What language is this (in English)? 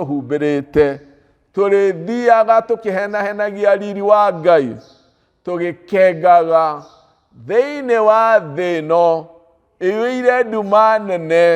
Kikuyu